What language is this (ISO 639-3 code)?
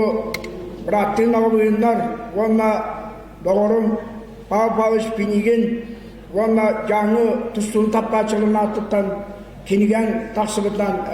sah